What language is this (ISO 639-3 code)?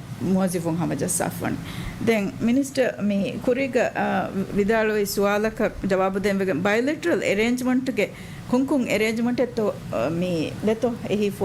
div